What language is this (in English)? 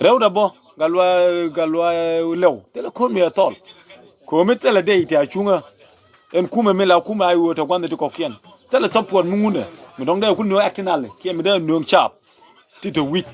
Nuer